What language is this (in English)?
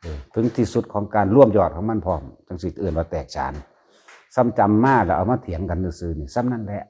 Northeastern Thai